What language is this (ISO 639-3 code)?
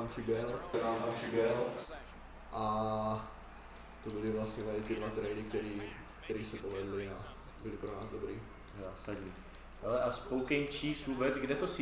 ces